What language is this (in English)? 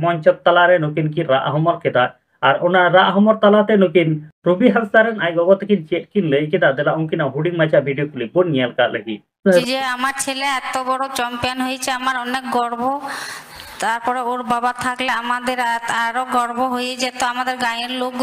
Santali